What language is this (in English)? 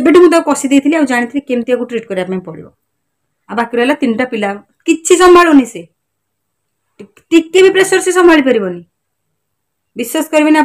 Odia